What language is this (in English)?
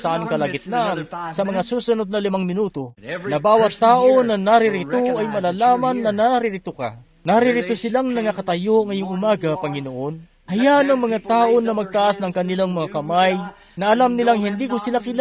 Filipino